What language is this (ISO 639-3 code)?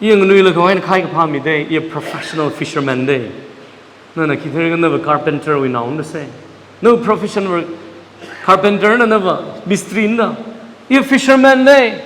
nmf